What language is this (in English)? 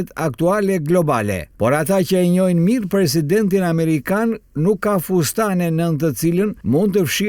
Albanian